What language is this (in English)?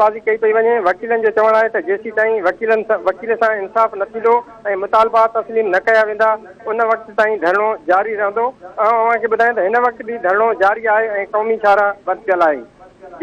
Sindhi